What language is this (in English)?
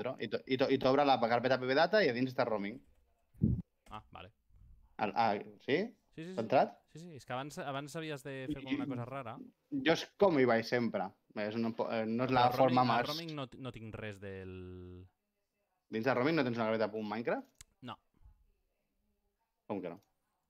Catalan